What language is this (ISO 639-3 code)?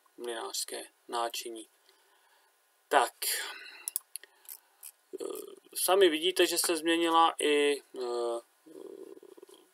ces